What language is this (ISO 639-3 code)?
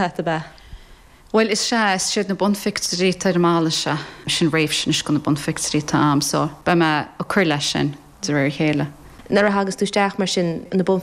gle